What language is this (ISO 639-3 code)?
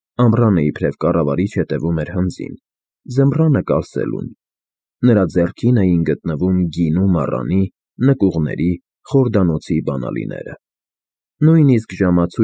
hye